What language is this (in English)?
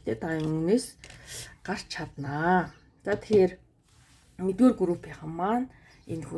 Mongolian